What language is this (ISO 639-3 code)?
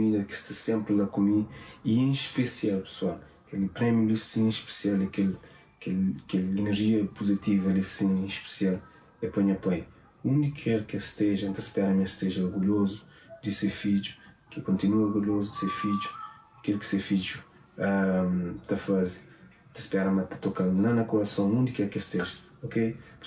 kea